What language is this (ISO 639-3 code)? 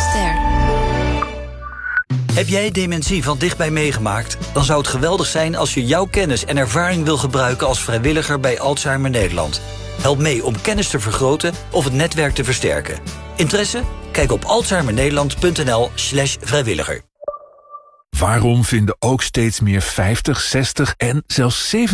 nld